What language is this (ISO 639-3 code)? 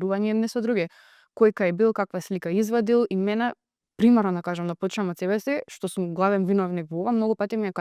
mkd